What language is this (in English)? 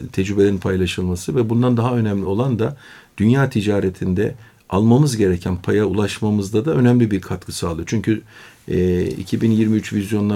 Turkish